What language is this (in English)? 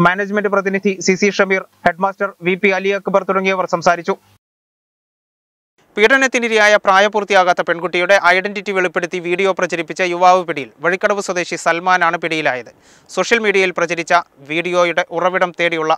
Malayalam